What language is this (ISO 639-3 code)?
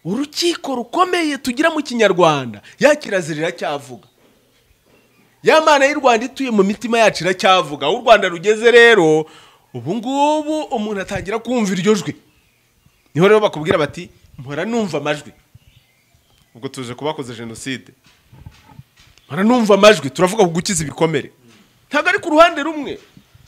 kin